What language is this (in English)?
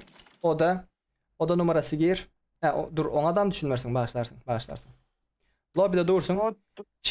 Turkmen